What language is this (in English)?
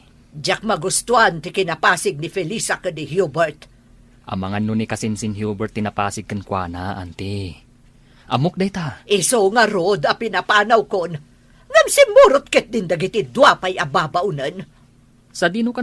Iloko